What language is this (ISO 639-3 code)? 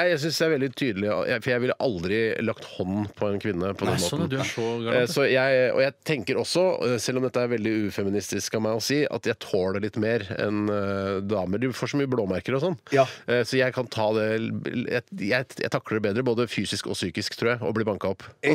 nor